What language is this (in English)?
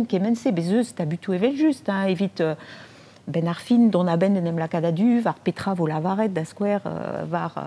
Breton